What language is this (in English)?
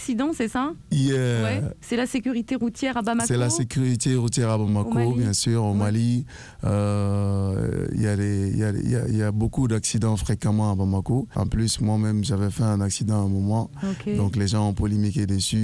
French